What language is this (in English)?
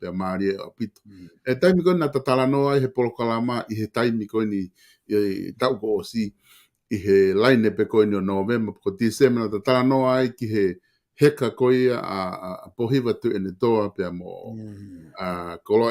Tongan